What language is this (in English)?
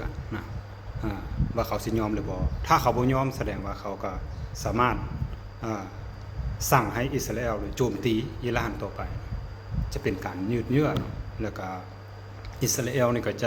Lao